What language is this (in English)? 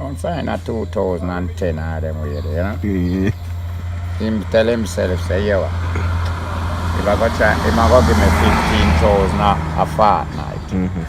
Jamaican Creole English